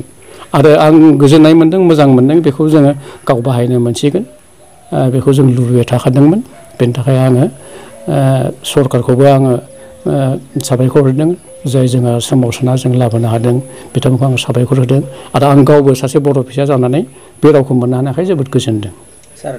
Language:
Bodo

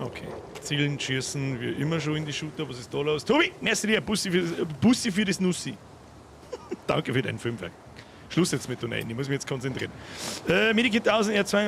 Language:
Bavarian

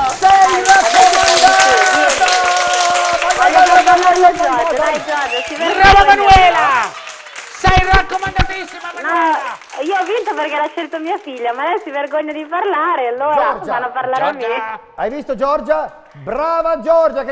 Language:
Italian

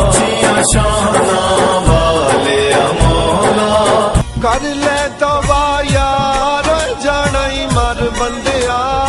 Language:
Pahari-Potwari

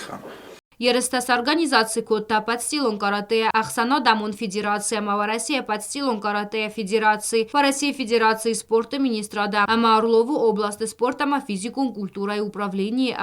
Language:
Ossetic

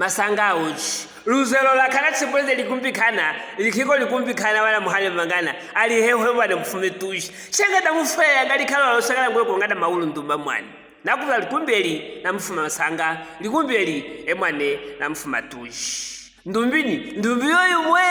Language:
Luvale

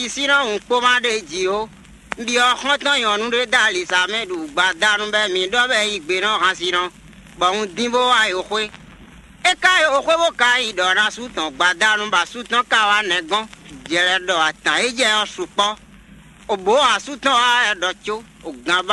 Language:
Fon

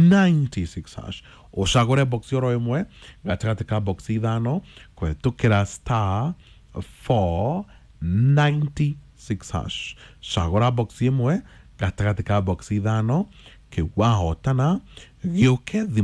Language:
Kikuyu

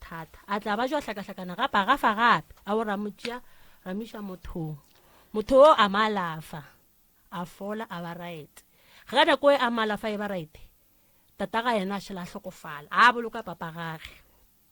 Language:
Northern Sotho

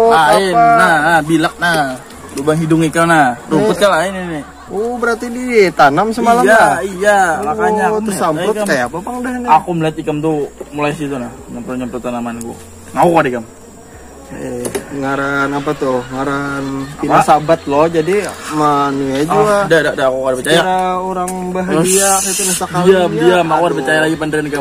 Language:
Banjar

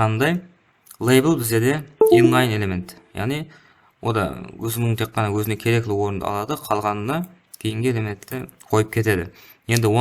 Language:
Kara-Kalpak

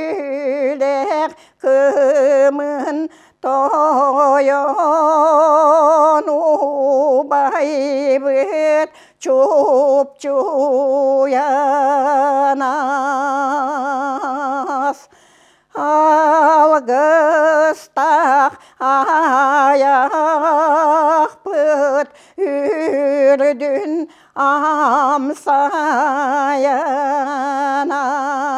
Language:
Yakut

